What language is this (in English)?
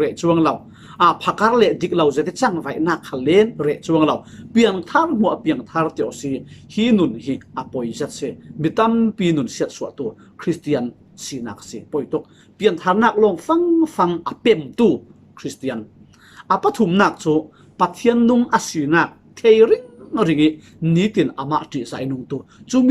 Falam Chin